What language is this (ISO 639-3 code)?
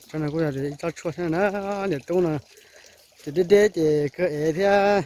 hmn